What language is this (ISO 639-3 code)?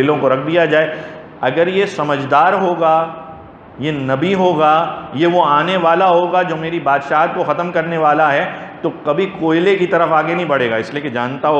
urd